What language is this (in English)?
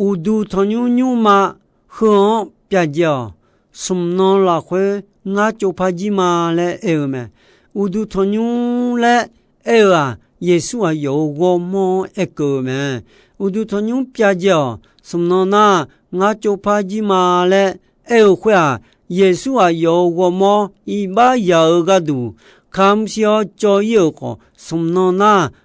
Akha